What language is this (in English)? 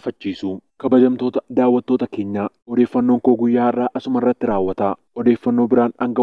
Oromo